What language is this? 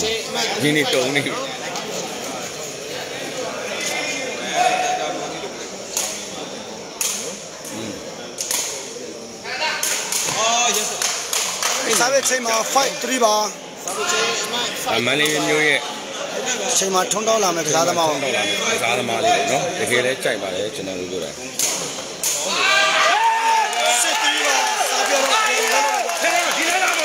Burmese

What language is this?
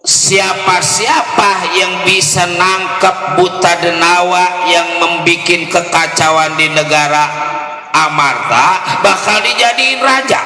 Betawi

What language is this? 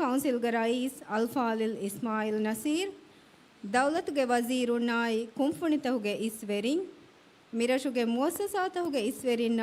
Divehi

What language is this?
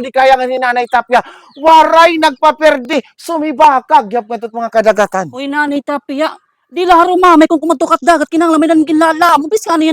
Waray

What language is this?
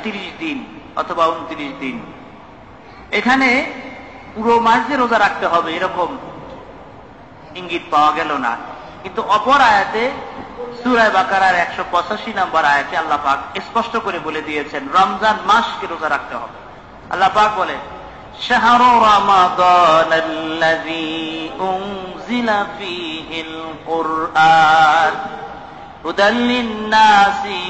Bangla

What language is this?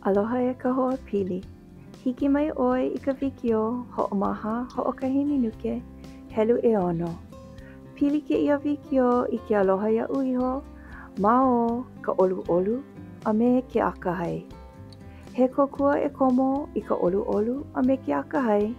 Hawaiian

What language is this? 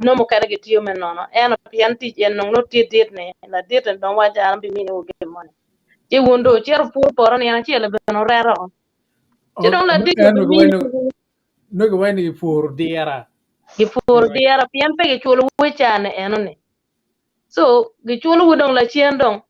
Acoli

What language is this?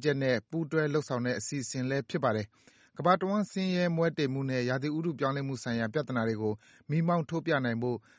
Burmese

